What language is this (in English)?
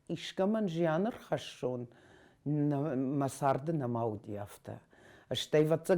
Ossetic